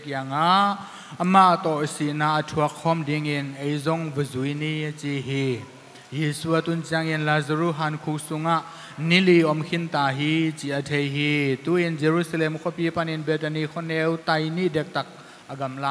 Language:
Tedim Chin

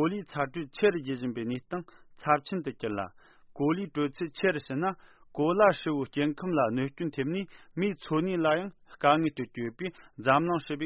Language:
Tibetan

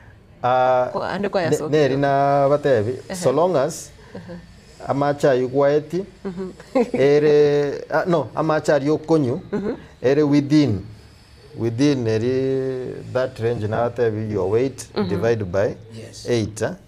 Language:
Gusii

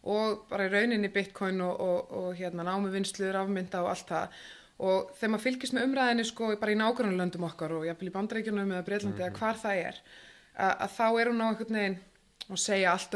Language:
Icelandic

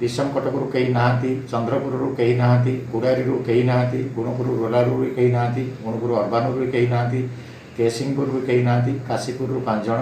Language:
Odia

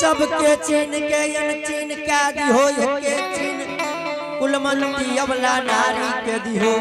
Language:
Angika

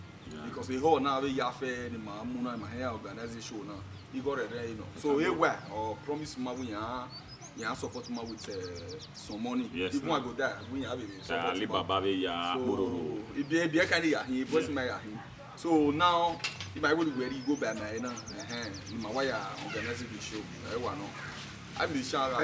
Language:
Bini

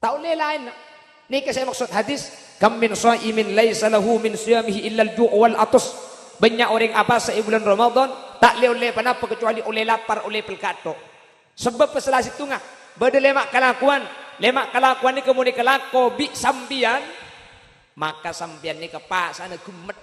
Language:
Madurese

